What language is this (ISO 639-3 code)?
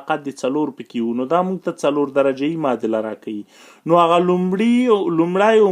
pus